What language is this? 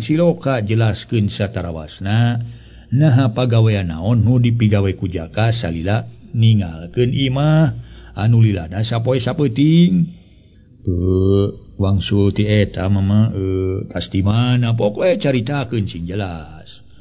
Sundanese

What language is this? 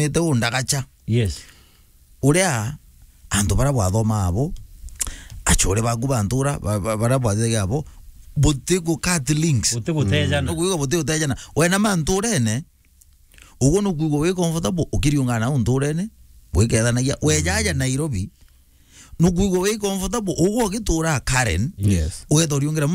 Meru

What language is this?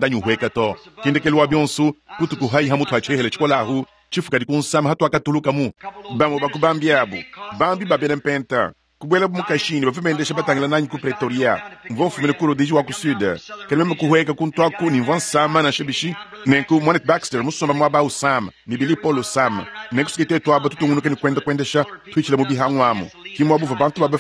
Luba-Lulua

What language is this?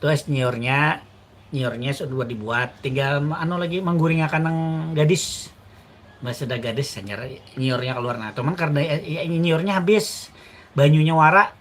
Banjar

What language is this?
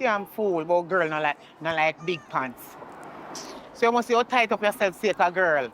Jamaican Creole English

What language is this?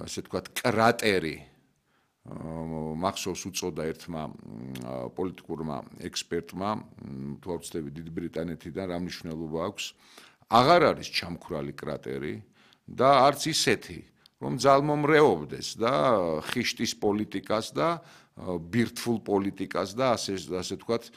Georgian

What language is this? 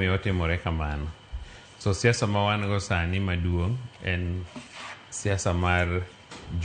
Luo (Kenya and Tanzania)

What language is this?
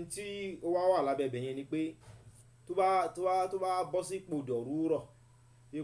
Yoruba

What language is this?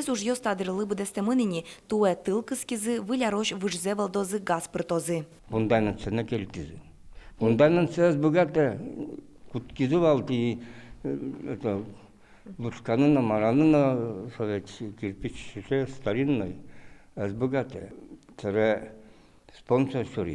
Udmurt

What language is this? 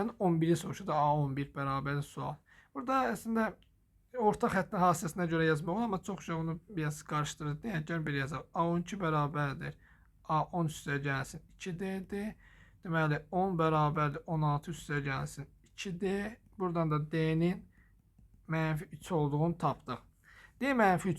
Azerbaijani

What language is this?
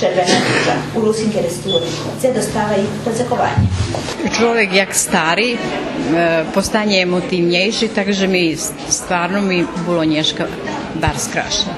Rusyn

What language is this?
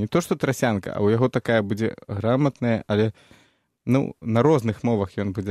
Belarusian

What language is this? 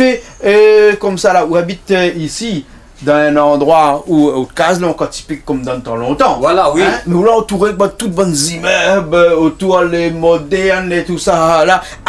Réunion Creole French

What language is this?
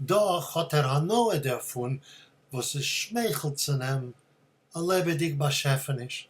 Yiddish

